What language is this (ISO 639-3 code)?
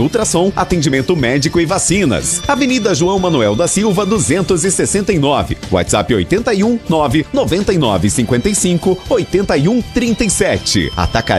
por